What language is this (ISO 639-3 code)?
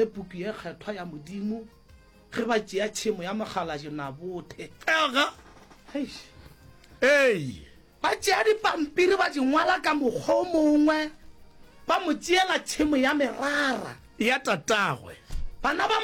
nso